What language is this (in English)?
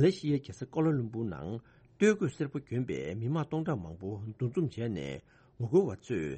Tibetan